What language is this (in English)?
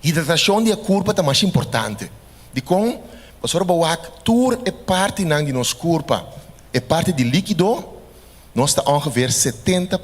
Papiamento